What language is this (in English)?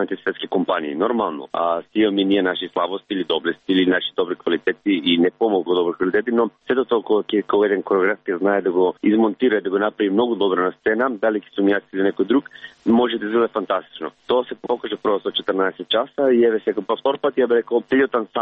Macedonian